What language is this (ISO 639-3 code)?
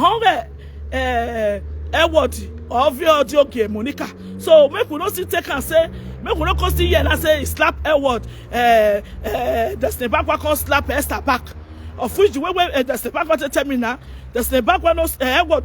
pcm